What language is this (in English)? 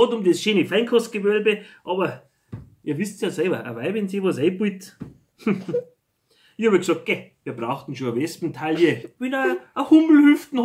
Bavarian